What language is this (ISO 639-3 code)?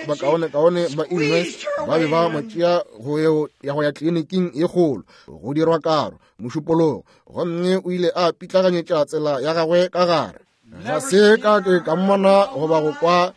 nso